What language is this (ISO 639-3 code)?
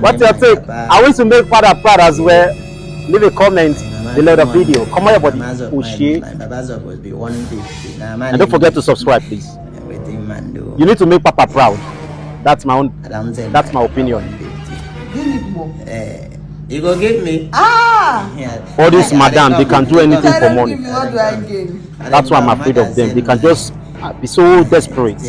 pcm